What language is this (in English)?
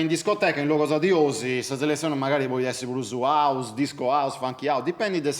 Sardinian